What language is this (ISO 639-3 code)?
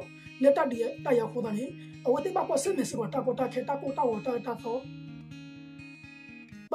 ksw